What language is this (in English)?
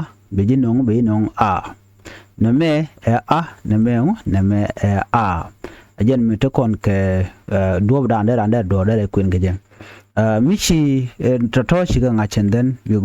Nuer